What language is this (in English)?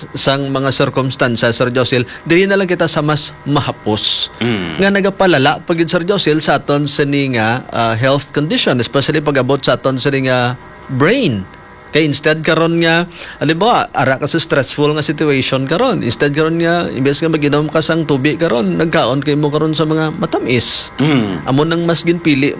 Hiligaynon